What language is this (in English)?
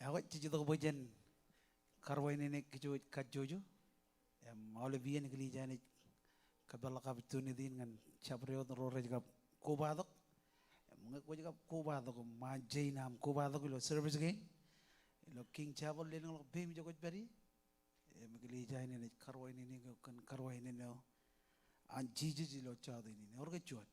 Marshallese